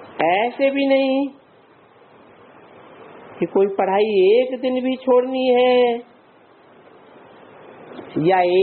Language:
Hindi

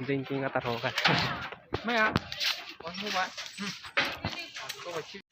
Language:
Kok Borok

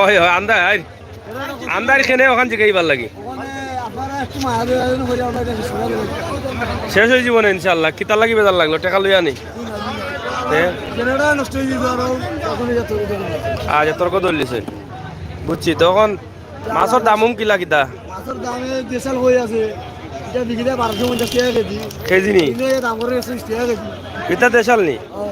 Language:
Sylheti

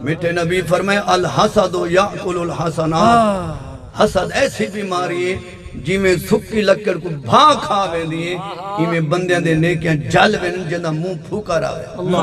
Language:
Saraiki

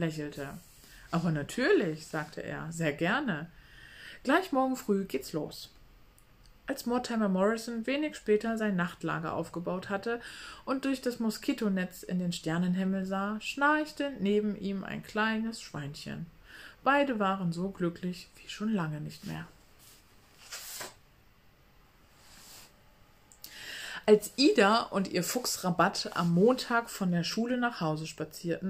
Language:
German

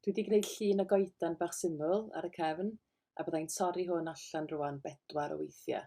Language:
Welsh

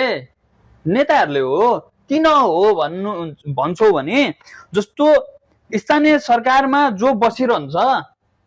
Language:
Nepali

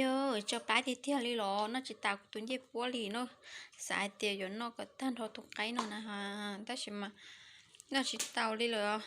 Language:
Hmong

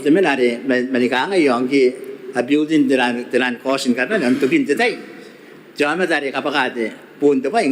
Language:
Gilbertese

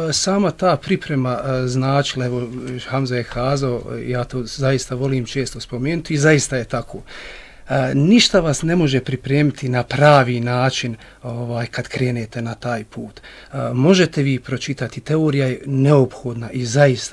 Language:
Bosnian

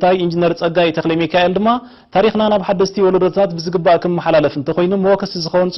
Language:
Tigrinya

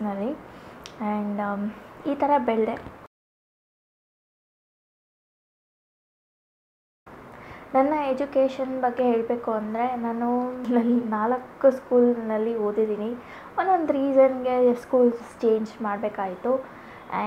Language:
Kannada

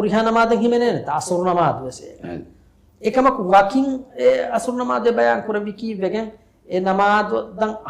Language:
Divehi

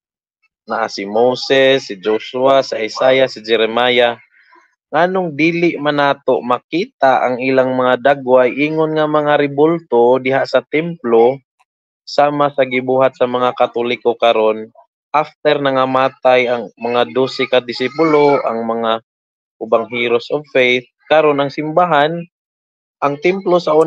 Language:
Cebuano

